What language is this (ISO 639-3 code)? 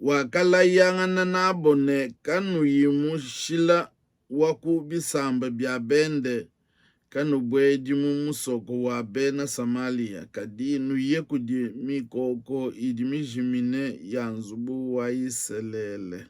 lua